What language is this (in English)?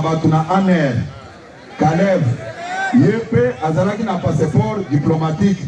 Lingala